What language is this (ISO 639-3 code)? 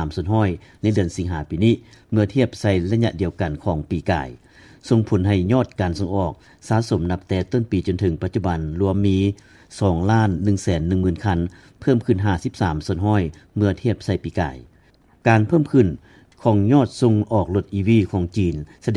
lao